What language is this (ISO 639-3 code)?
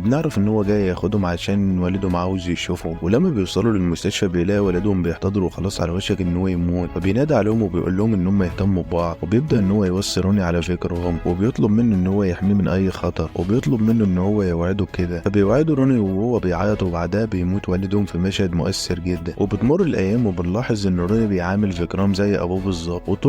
arz